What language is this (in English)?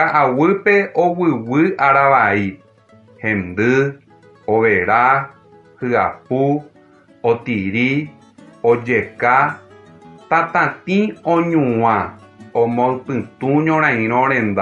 Guarani